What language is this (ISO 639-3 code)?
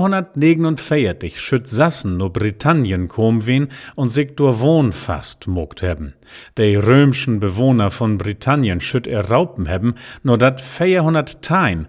nds